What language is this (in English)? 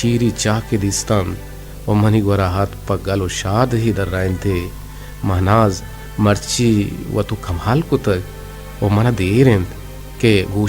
Eastern Balochi